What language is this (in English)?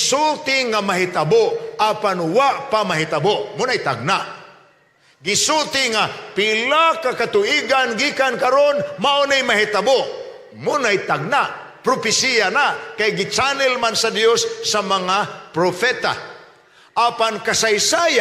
Cebuano